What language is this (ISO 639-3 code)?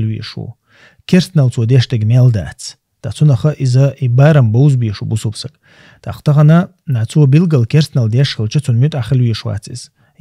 che